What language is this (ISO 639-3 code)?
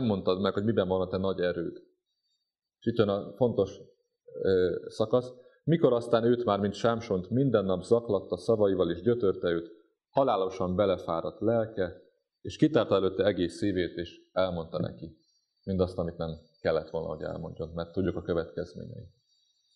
hun